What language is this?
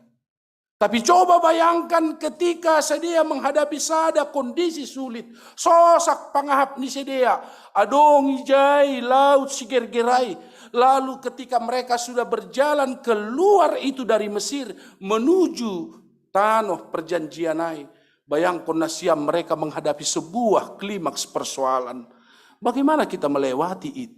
Batak Simalungun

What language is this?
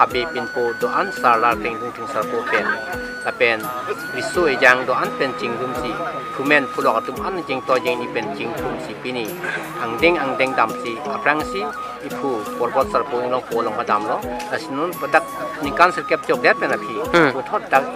Karbi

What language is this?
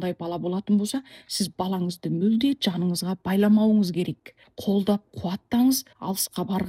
Kazakh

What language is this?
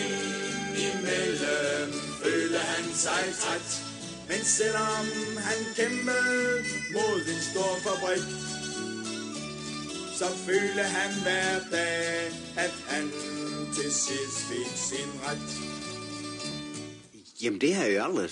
Danish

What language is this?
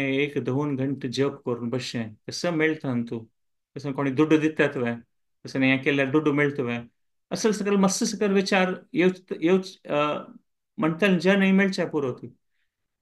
Konkani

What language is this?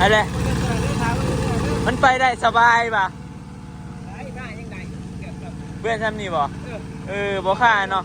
Northeastern Thai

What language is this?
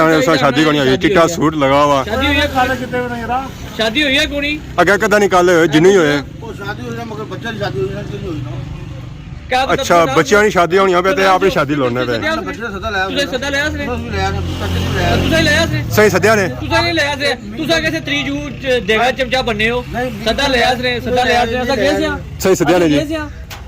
Pahari-Potwari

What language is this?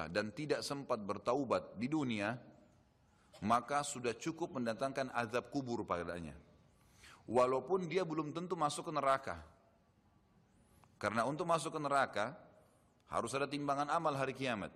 Indonesian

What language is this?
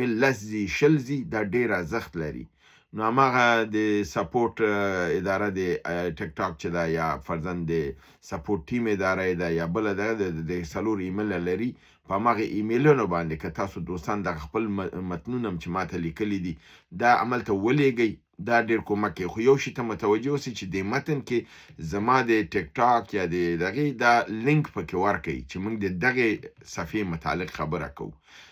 Pashto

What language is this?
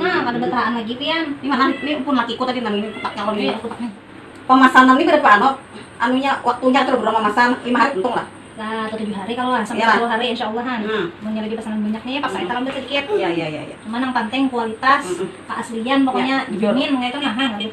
Banjar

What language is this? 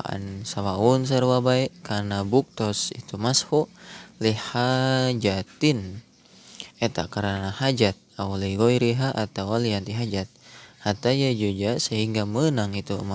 Sundanese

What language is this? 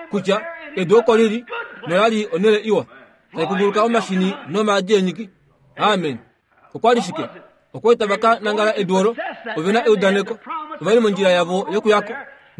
Kuanyama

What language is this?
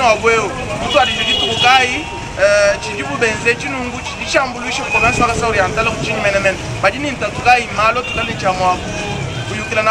Luba-Lulua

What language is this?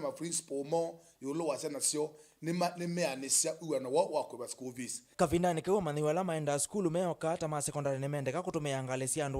Kamba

